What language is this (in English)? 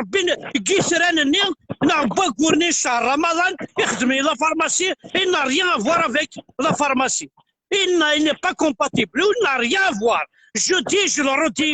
Kabyle